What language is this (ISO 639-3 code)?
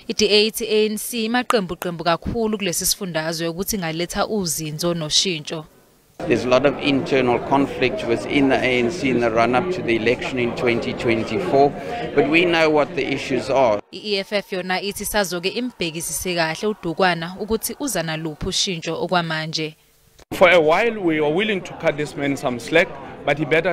zul